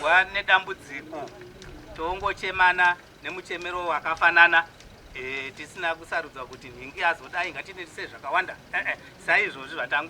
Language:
Shona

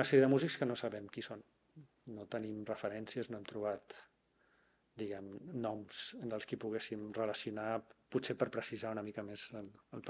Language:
Catalan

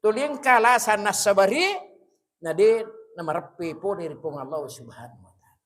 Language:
Buginese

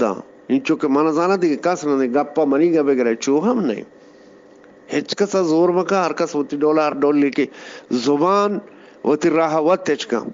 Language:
Eastern Balochi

